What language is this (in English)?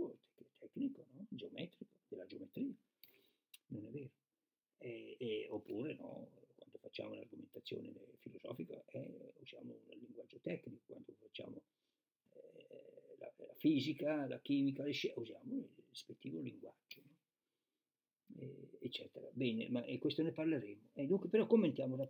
Italian